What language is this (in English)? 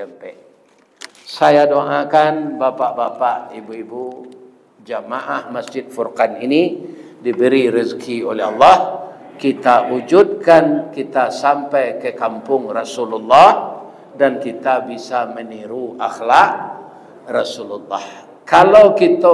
Minangkabau